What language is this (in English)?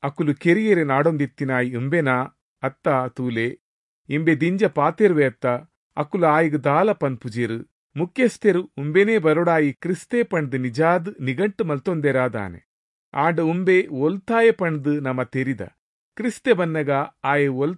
Tulu